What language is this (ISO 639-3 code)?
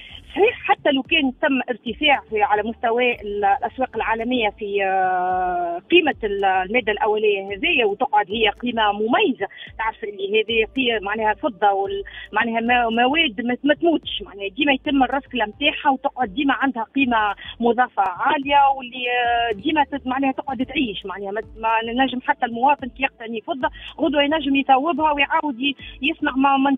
aeb